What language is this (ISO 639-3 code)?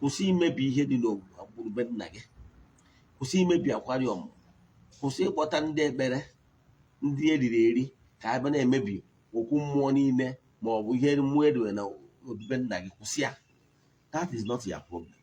ibo